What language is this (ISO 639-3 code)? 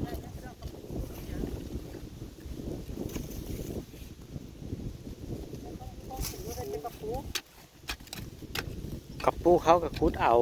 tts